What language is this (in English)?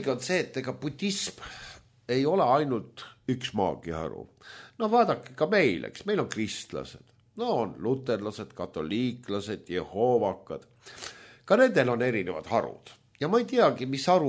Estonian